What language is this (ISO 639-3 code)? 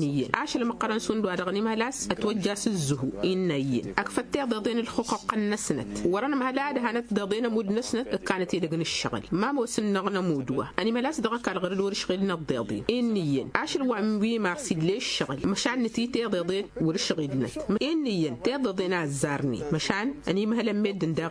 taq